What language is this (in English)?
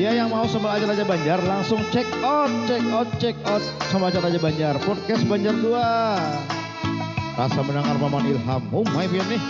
Banjar